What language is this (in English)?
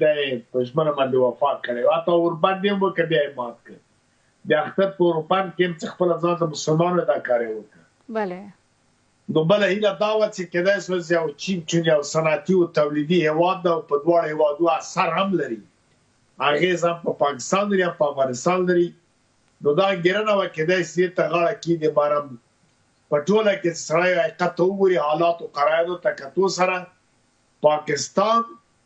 Pashto